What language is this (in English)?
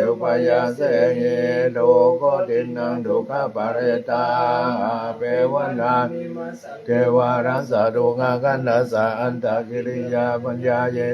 Pali